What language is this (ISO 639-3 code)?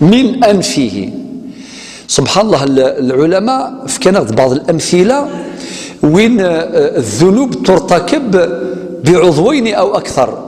kab